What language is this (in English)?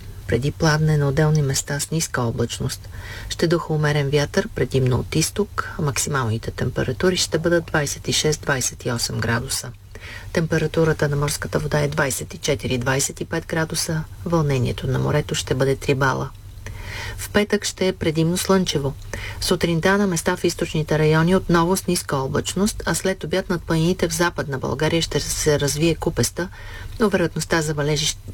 Bulgarian